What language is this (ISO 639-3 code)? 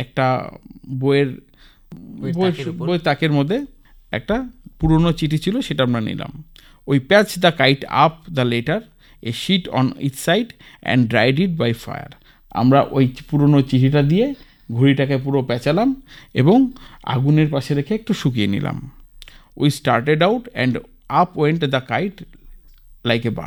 ben